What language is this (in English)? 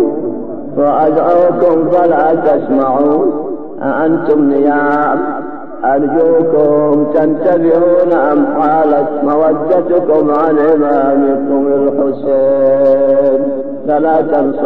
Arabic